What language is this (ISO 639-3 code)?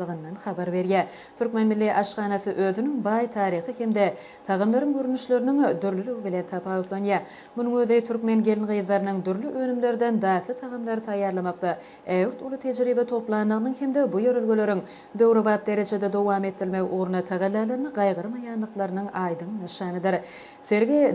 tuk